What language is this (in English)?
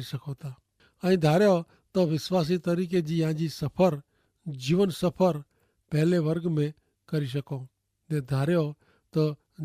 Kachhi